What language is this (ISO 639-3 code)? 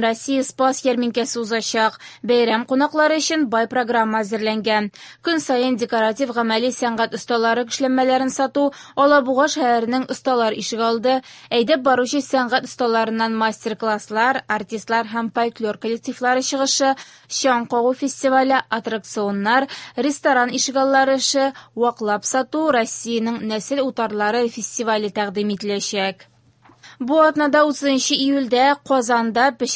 tat